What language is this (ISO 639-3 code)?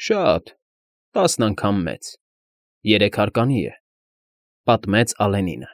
hye